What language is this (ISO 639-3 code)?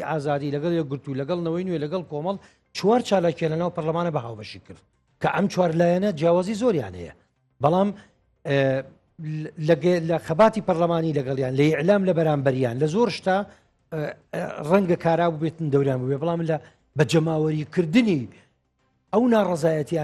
ckb